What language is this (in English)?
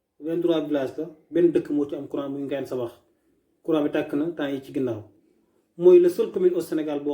Wolof